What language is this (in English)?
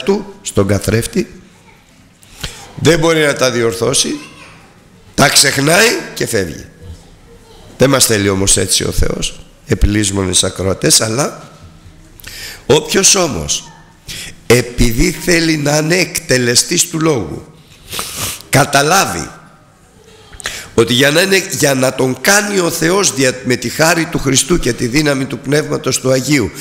Greek